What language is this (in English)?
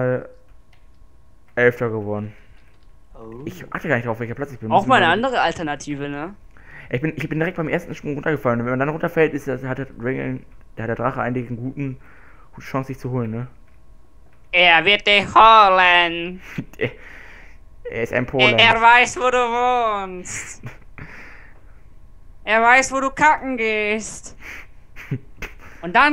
German